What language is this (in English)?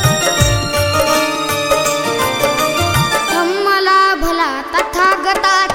Marathi